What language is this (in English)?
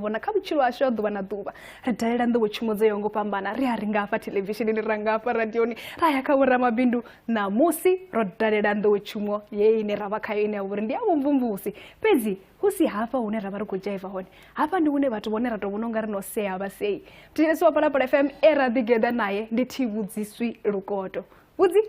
Venda